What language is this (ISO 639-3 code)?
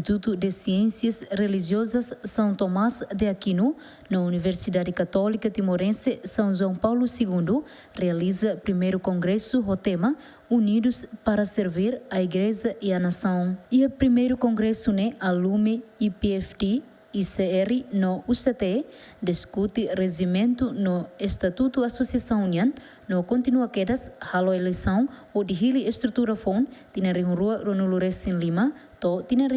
tet